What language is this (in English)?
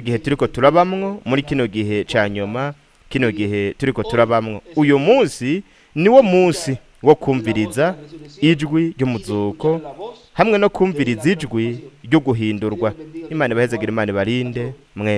Rundi